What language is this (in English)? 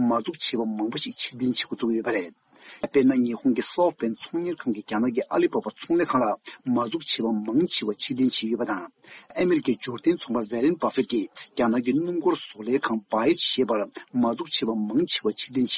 Tibetan